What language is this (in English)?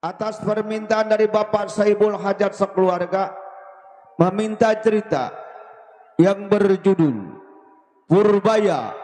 Betawi